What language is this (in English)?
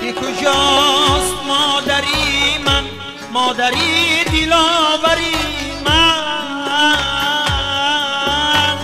Tajik